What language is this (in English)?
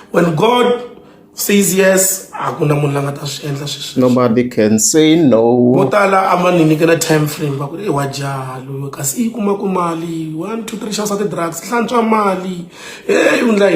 Tsonga